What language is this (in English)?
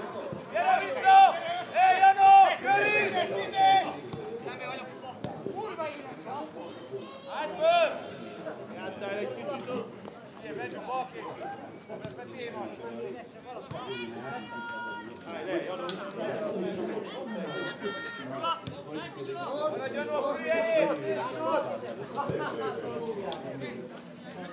Hungarian